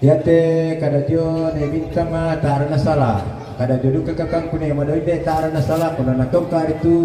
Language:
Toraja-Sa'dan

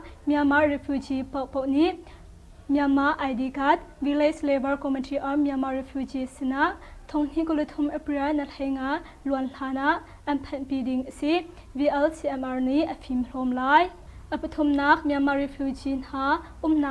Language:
Hakha Chin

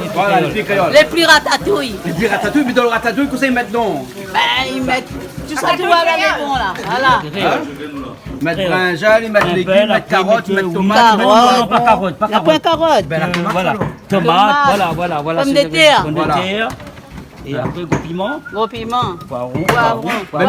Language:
Réunion Creole French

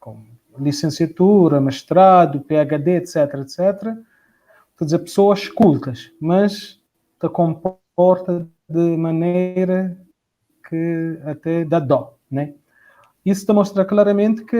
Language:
Kabuverdianu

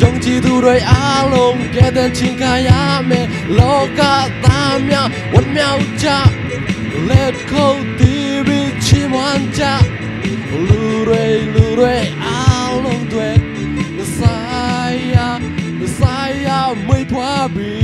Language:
Tedim Chin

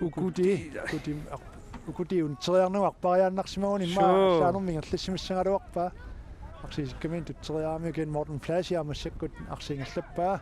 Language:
Kalaallisut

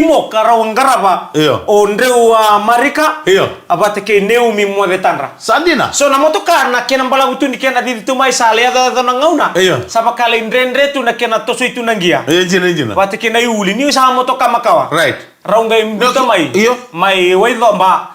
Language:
Fijian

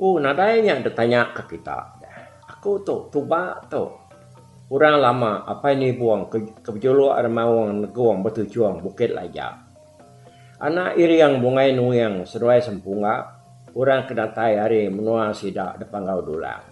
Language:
Iban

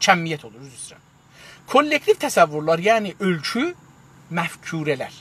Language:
South Azerbaijani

